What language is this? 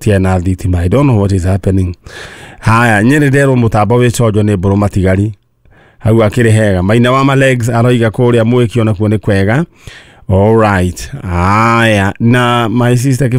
Kikuyu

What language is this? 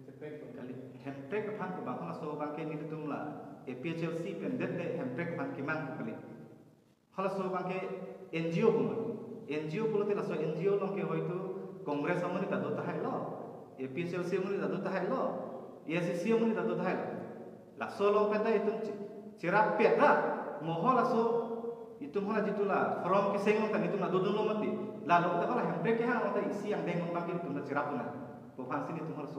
Karbi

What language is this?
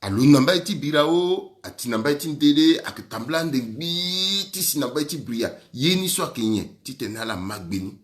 Sango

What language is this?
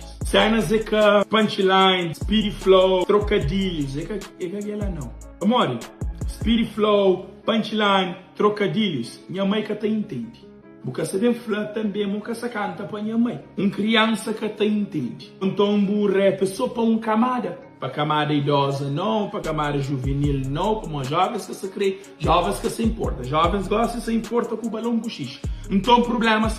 Kabuverdianu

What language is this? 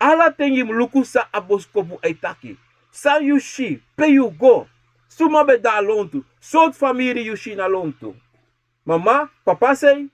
Sranan Tongo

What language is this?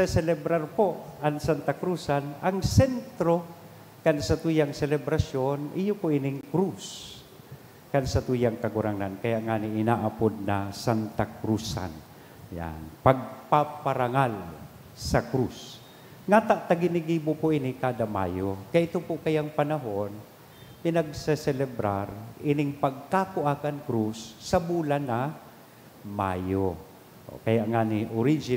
Bikol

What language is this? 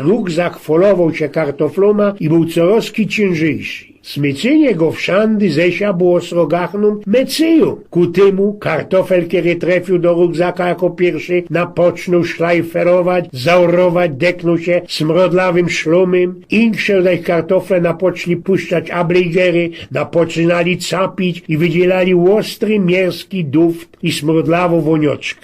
Silesian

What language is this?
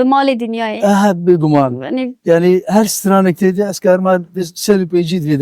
Kurdish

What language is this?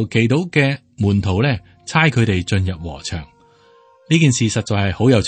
Cantonese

